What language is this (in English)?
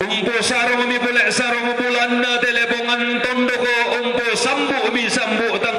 Toraja-Sa'dan